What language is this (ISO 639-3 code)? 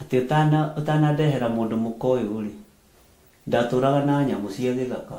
kik